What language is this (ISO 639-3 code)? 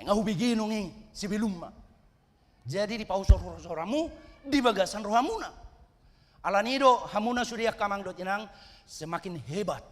bbc